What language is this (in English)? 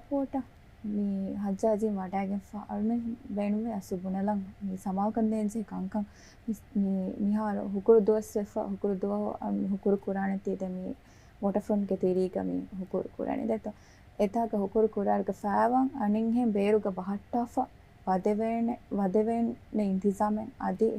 Divehi